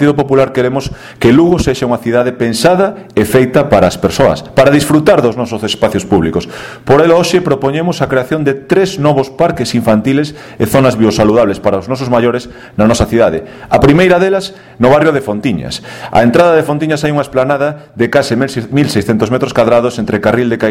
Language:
Galician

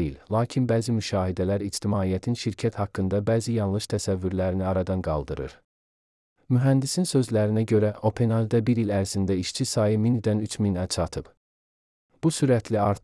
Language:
Azerbaijani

